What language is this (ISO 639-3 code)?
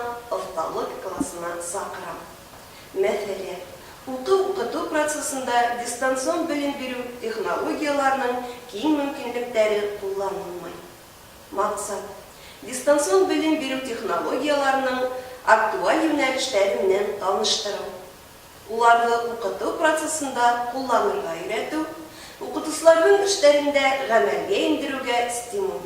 bak